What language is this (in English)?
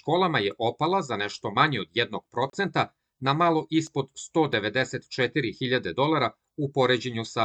Serbian